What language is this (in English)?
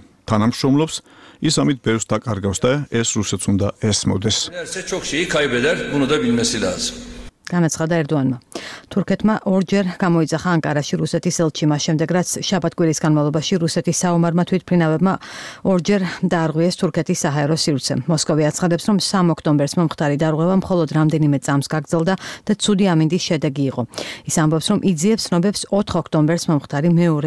Georgian